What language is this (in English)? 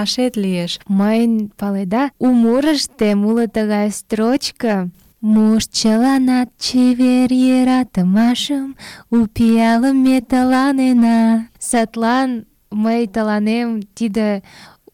Mari